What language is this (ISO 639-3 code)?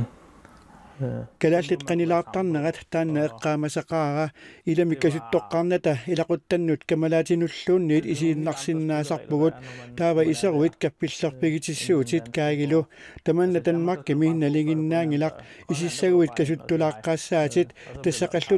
kal